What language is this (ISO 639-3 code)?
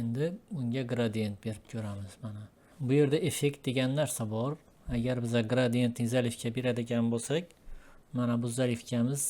uzb